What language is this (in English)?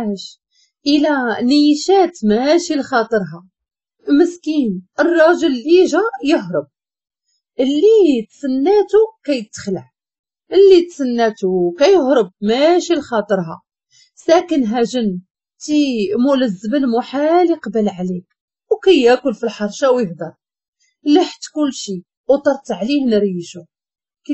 Moroccan Arabic